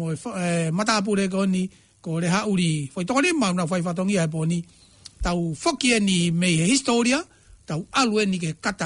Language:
Tongan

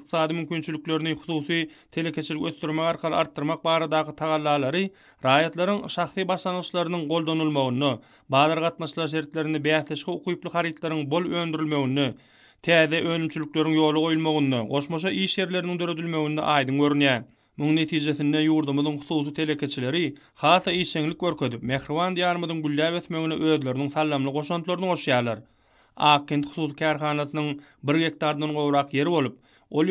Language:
Turkmen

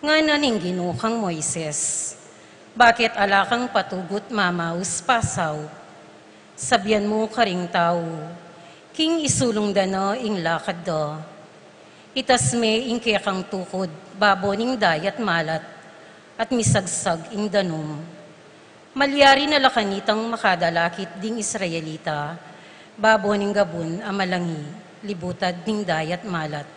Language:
Pampanga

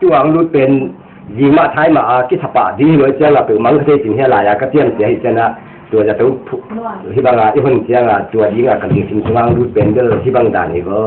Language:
Tedim Chin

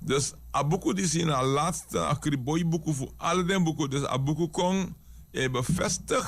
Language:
Sranan Tongo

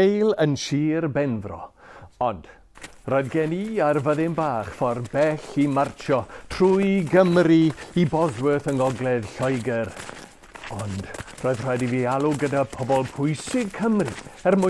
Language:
Welsh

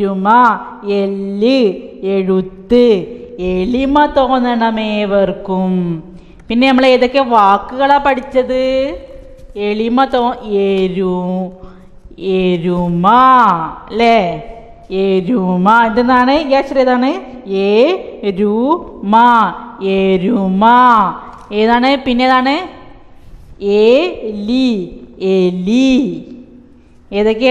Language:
Malayalam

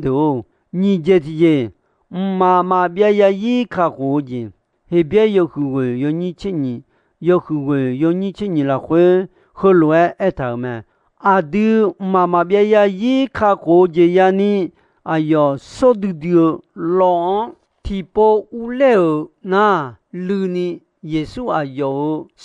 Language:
Akha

